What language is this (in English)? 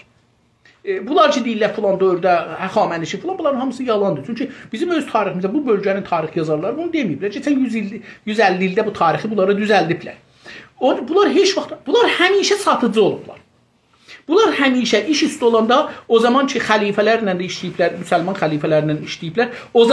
South Azerbaijani